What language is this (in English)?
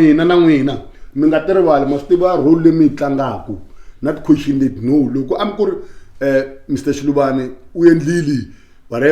Tsonga